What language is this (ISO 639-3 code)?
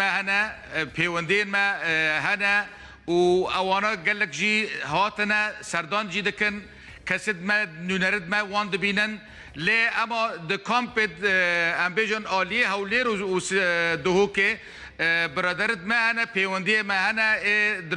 kur